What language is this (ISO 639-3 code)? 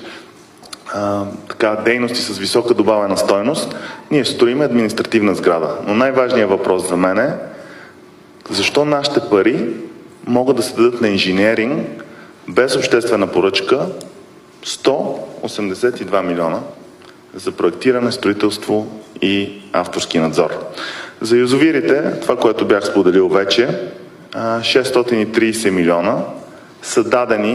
bul